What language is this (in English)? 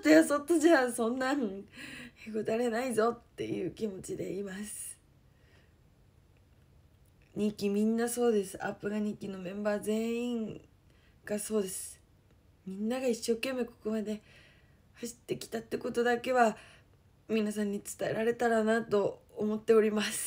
Japanese